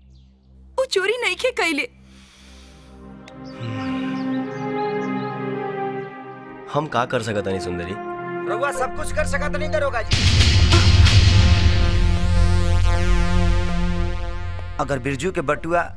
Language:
Bhojpuri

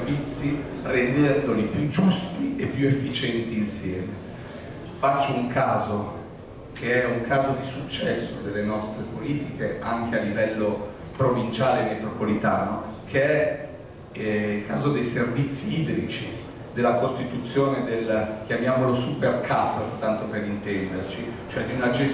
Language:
Italian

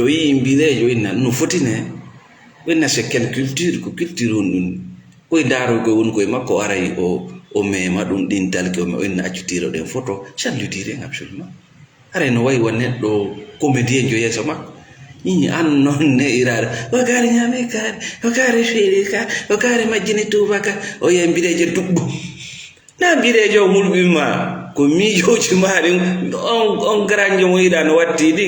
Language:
Fula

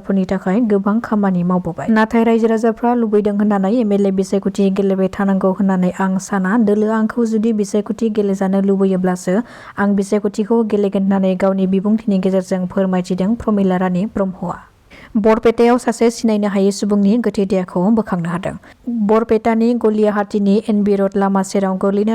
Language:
Bodo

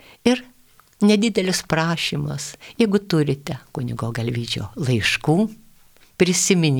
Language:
Lithuanian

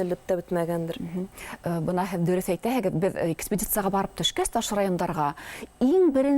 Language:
Bashkir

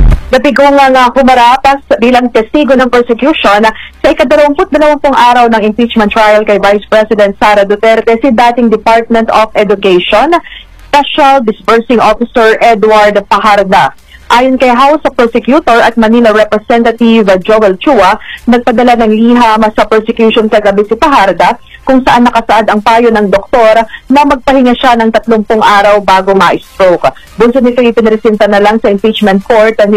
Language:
Filipino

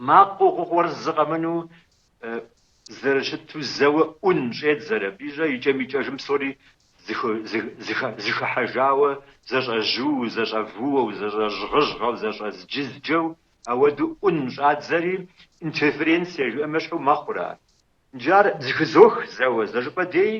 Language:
Kabardian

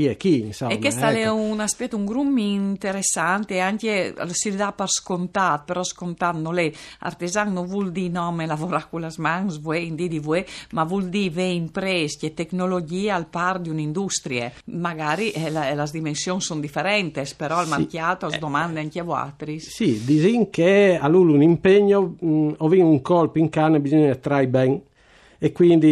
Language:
Friulian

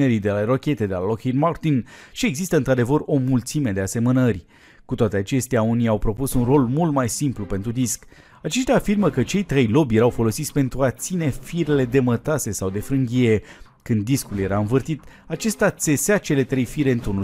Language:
Romanian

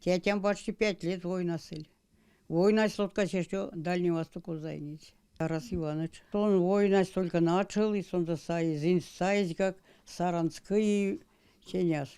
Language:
Erzya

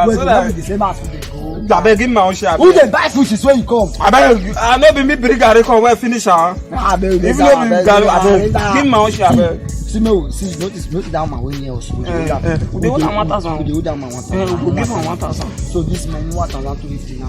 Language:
Nigerian Pidgin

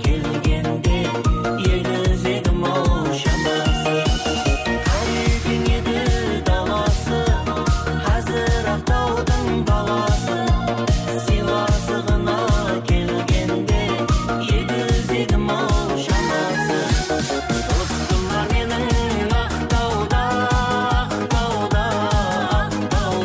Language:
Kara-Kalpak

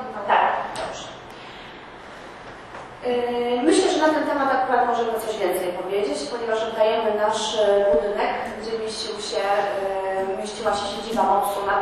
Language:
Polish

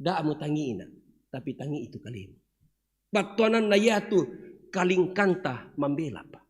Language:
Toraja-Sa'dan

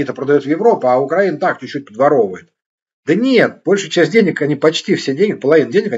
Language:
Russian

